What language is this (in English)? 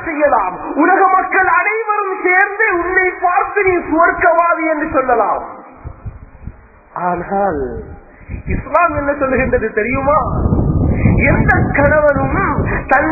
Tamil